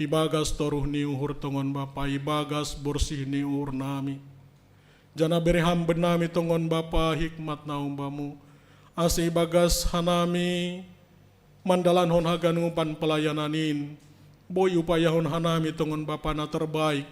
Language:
Batak Simalungun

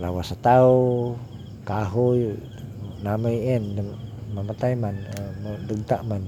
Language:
Cebuano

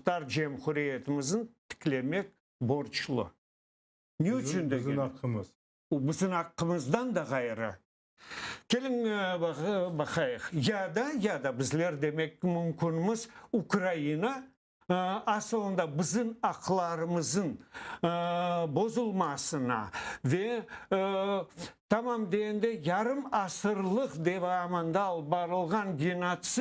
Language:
Crimean Tatar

